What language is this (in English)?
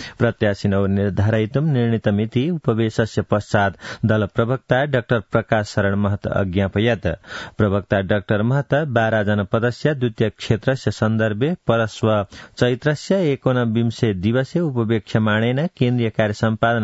Sanskrit